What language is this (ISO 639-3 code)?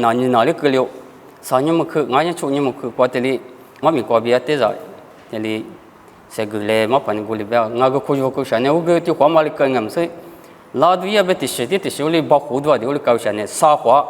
lis